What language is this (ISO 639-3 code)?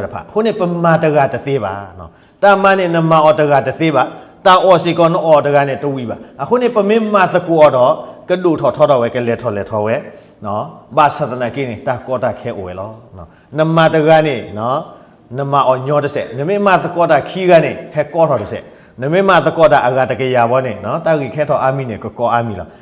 ksw